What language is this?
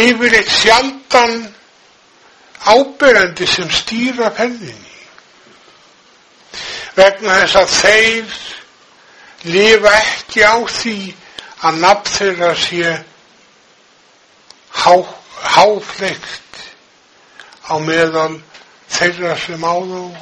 Icelandic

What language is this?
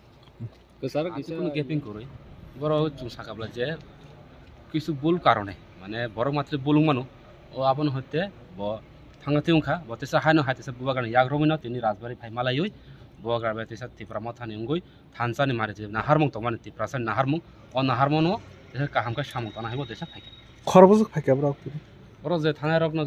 Kok Borok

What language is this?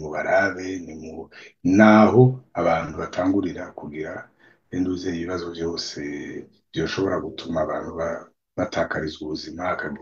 Rundi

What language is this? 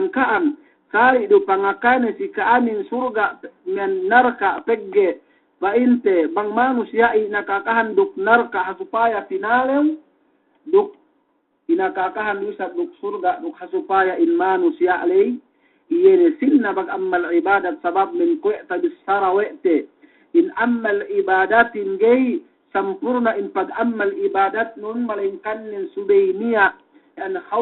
Yakan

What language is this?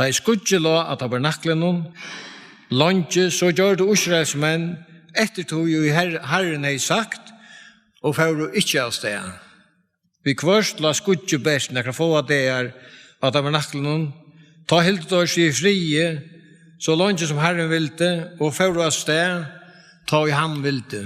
Faroese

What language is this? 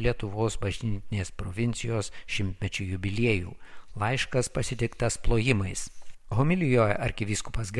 Lithuanian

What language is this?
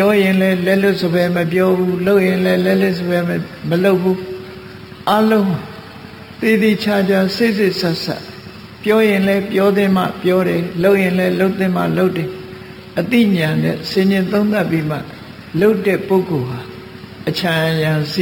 Burmese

